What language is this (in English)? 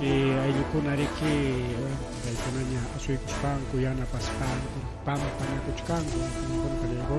Ayacucho Quechua